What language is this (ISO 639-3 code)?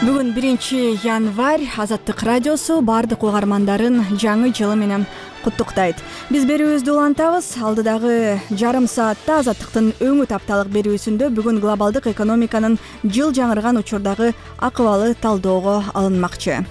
kir